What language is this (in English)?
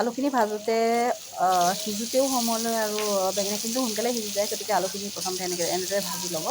Assamese